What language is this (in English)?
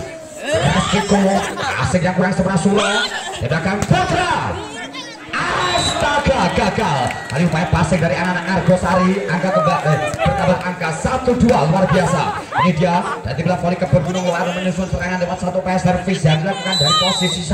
Indonesian